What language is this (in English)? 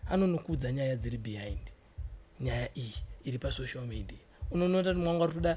Shona